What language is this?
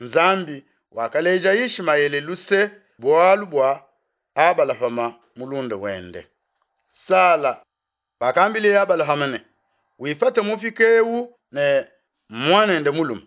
Luba-Lulua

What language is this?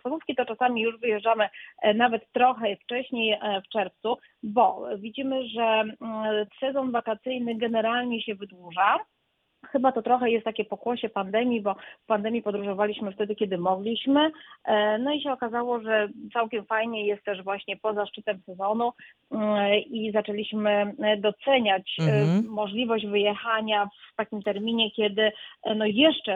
Polish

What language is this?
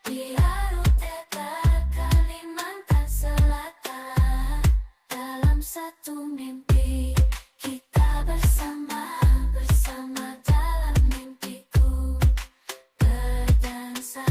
Banjar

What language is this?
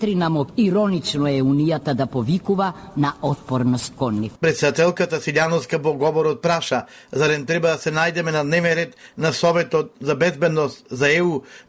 Macedonian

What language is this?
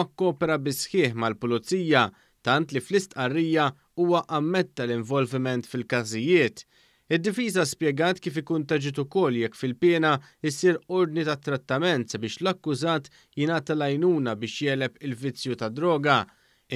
Maltese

